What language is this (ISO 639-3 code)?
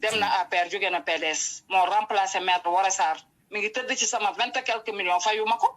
wol